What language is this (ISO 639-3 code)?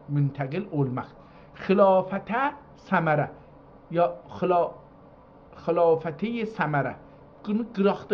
azb